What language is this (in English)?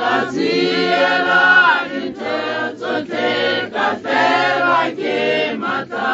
Tswana